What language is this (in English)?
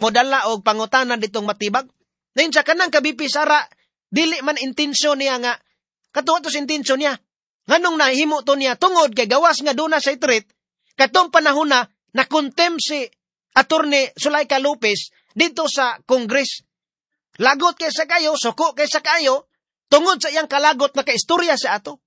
Cebuano